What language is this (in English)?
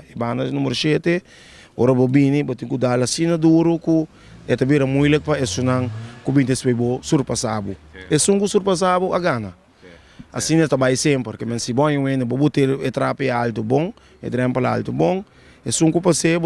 Papiamento